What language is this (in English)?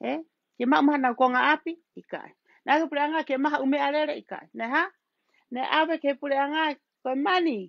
Tongan